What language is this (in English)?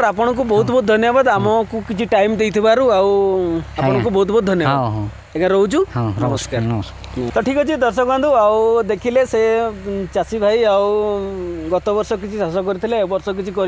Odia